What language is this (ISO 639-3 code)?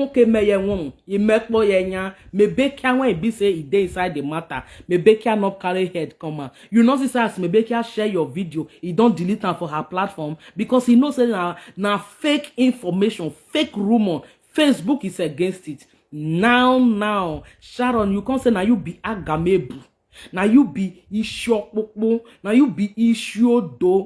pcm